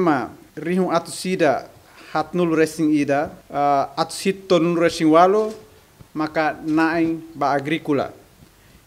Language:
Tetum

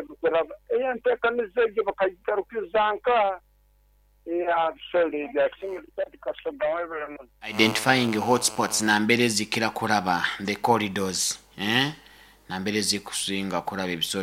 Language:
Nyoro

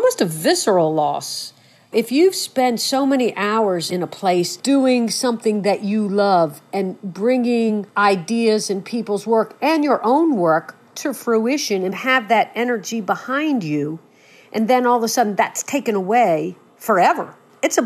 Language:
English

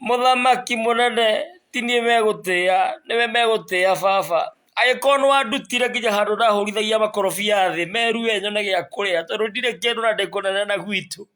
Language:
Kikuyu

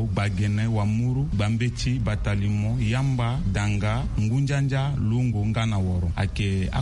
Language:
Sango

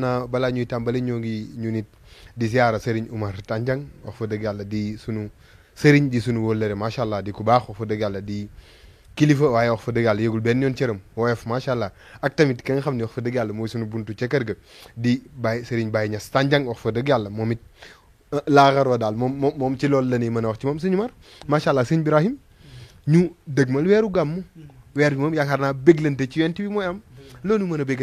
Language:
Wolof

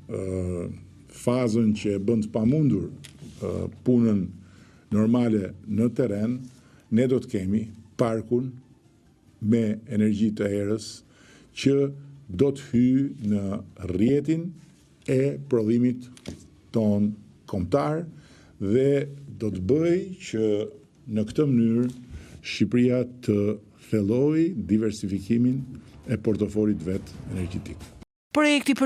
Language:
Albanian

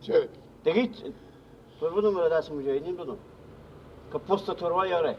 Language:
Persian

